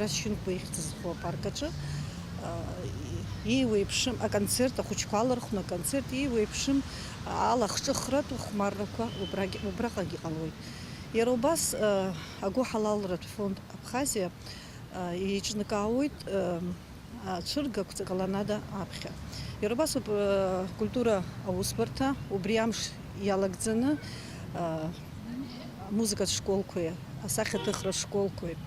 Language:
Abkhazian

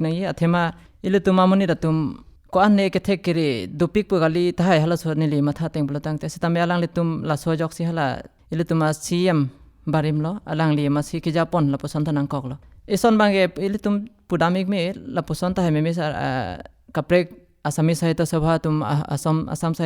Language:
Karbi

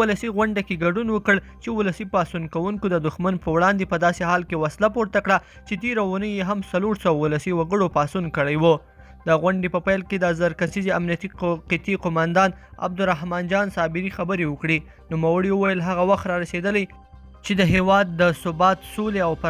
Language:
Pashto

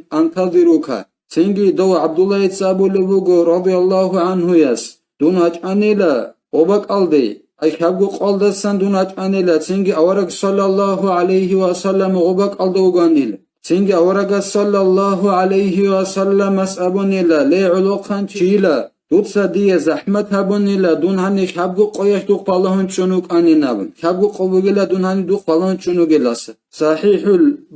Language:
Avaric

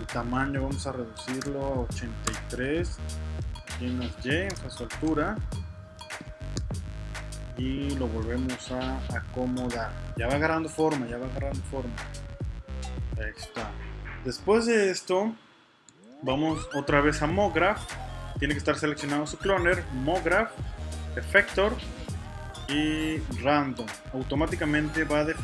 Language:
Spanish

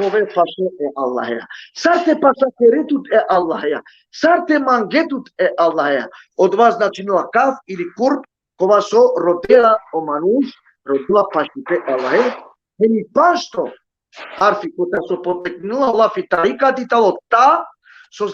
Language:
Balkan Romani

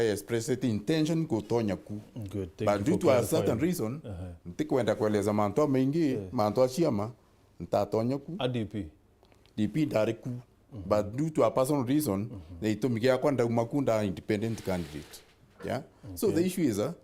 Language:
Meru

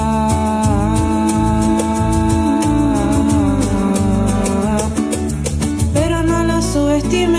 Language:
Spanish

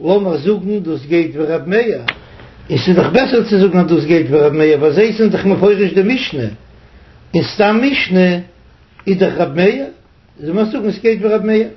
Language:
Yiddish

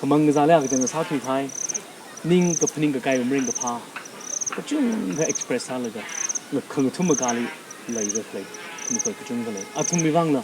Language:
Tangkhul Naga (India)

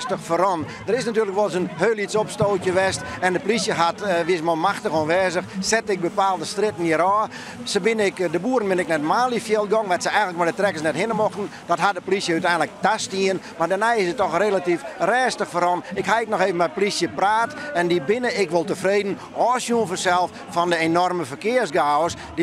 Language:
Western Frisian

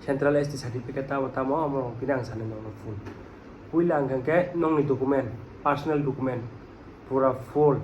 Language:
Kok Borok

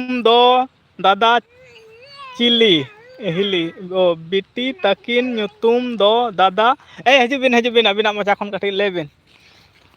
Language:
Santali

